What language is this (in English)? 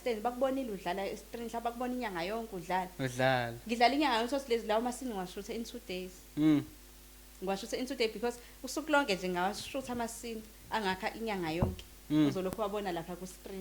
Zulu